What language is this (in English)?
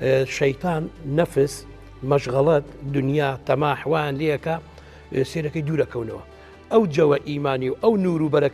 Central Kurdish